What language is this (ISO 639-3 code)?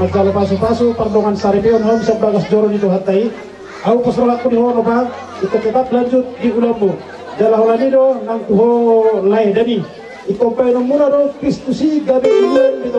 bbc